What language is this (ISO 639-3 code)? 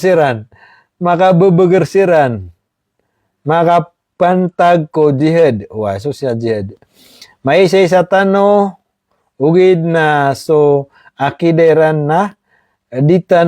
mrw